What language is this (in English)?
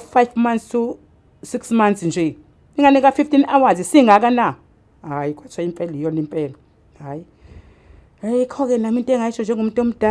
Zulu